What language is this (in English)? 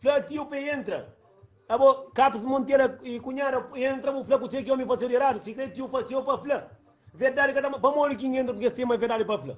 Kabuverdianu